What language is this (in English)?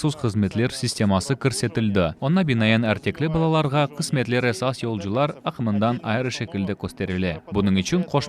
Crimean Tatar